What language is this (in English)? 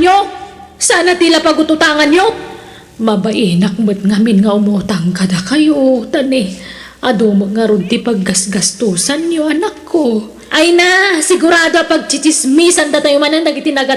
Iloko